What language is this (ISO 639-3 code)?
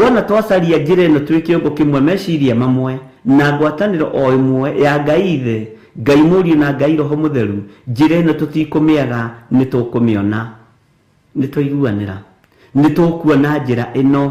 kik